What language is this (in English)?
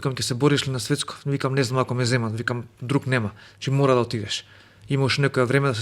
Macedonian